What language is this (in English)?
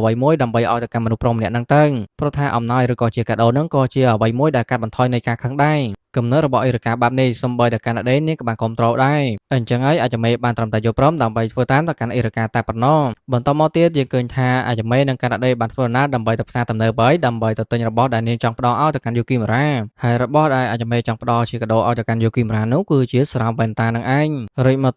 Khmer